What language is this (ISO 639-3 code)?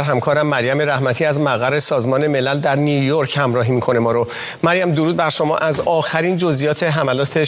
fas